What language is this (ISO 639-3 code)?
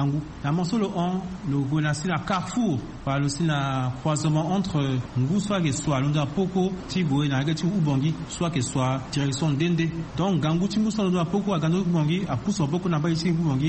sag